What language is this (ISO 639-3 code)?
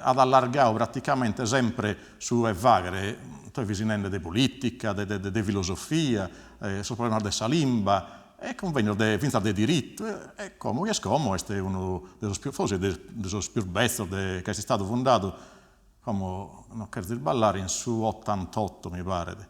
srd